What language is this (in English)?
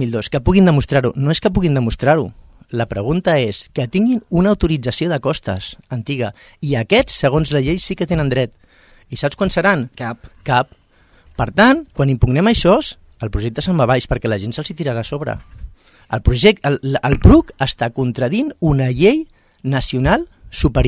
Catalan